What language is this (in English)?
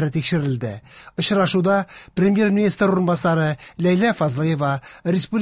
Tatar